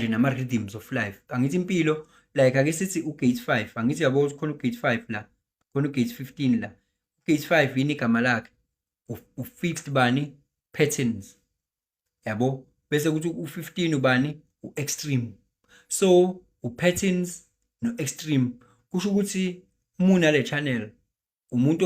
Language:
Zulu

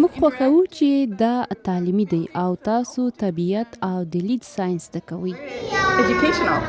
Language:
Pashto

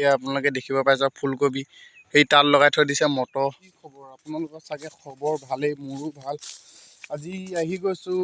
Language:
Assamese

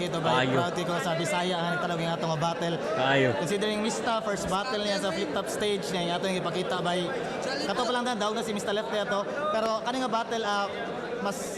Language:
Cebuano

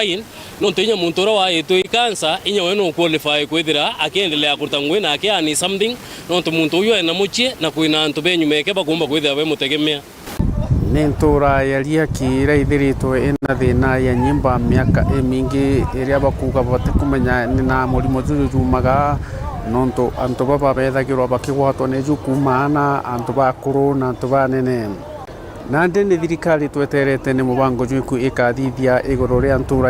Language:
Meru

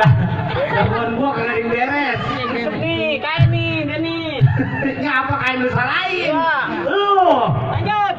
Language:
Betawi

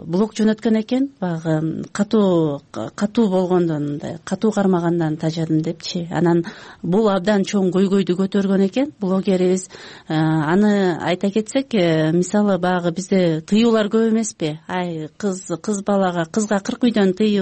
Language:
Kyrgyz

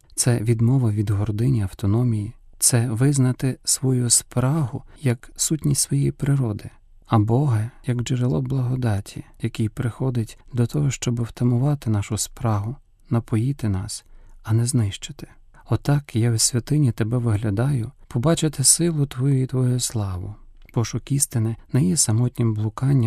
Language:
Ukrainian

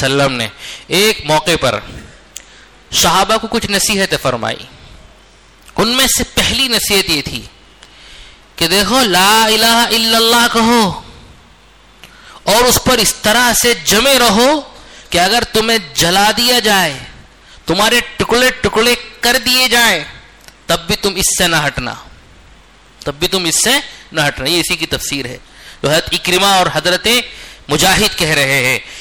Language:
Urdu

